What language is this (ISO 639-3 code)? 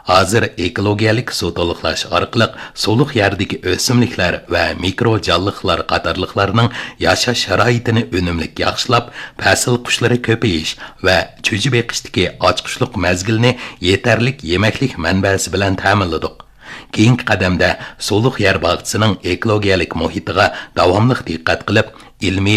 uig